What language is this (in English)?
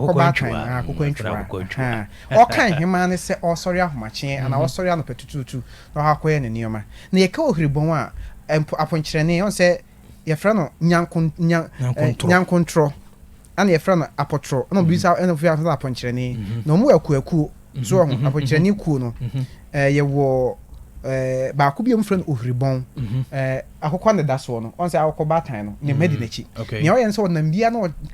Akan